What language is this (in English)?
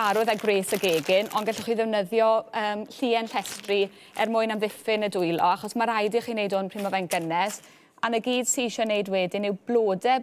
Welsh